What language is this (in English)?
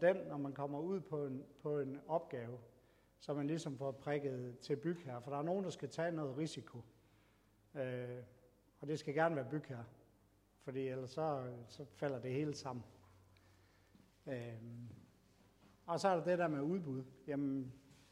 Danish